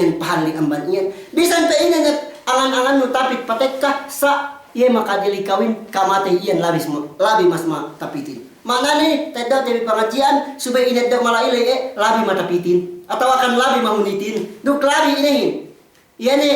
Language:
Yakan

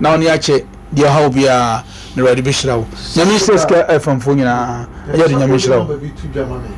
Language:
Akan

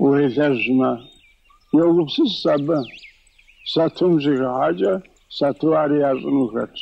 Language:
Kabardian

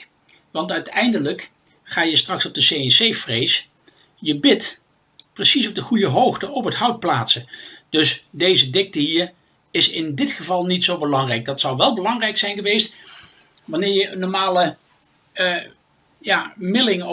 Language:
Dutch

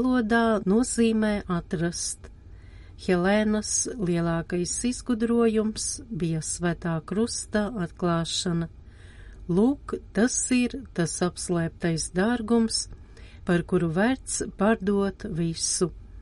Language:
Latvian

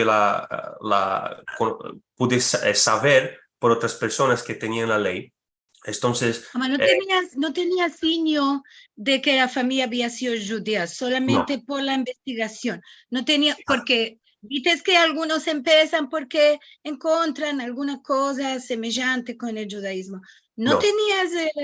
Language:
Ladino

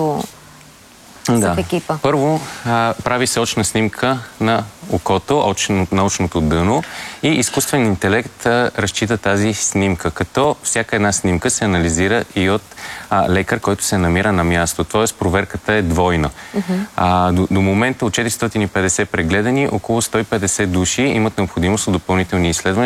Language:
Bulgarian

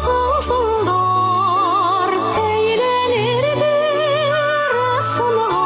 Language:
Bashkir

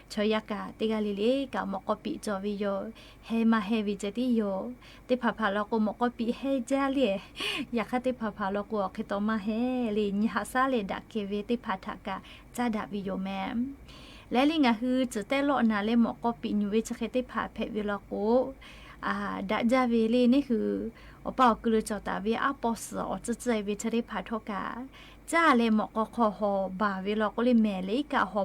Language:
Lahu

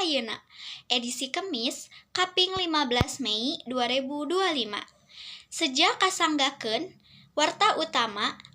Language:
Sundanese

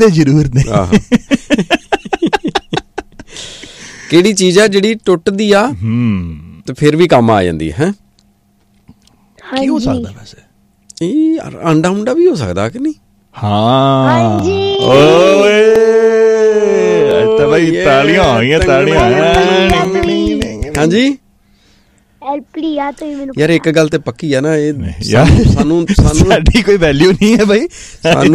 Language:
Punjabi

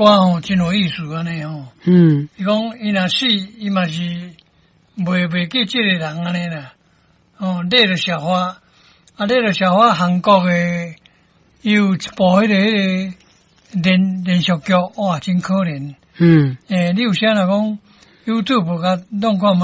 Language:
Min Nan Chinese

